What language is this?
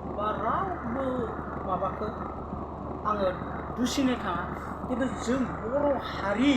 Bodo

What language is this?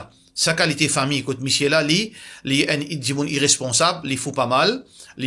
Morisyen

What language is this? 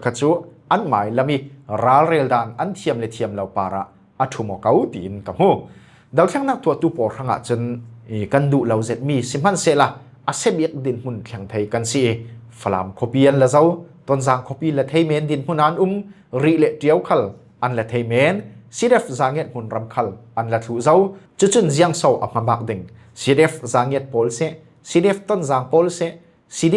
Falam Chin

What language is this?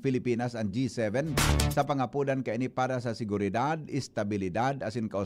Bikol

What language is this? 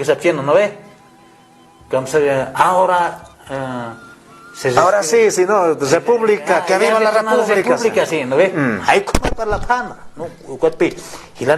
Aymara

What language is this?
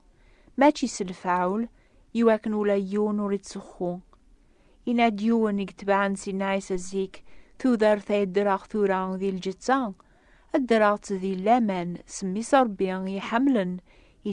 Kabyle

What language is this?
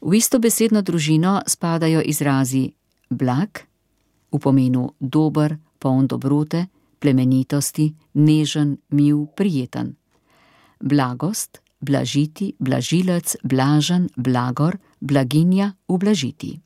Slovenian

